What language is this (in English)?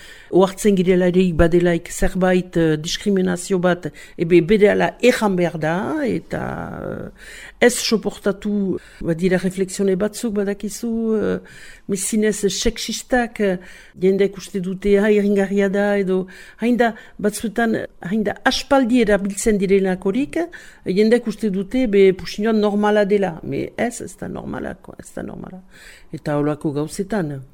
Basque